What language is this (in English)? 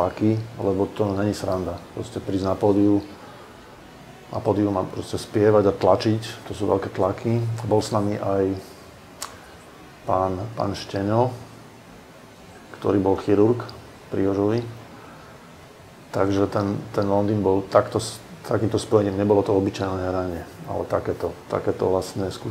Slovak